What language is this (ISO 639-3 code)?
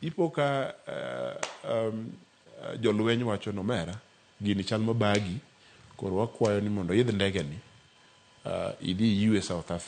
luo